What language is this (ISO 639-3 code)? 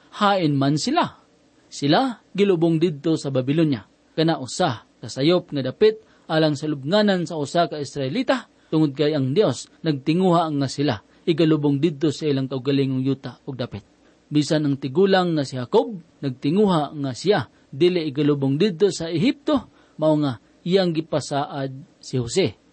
ceb